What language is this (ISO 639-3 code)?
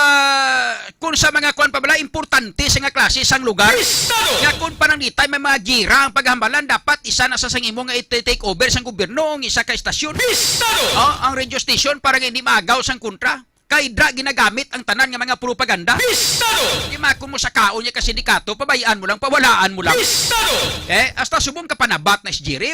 hil